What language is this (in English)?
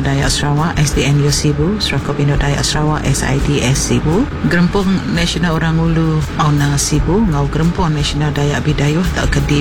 Iban